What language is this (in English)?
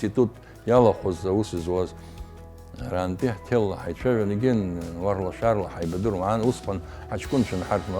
Abkhazian